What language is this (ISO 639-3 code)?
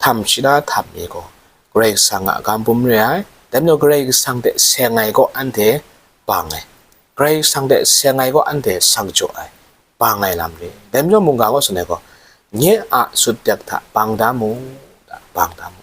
kac